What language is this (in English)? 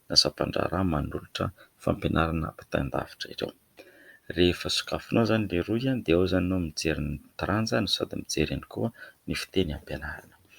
Malagasy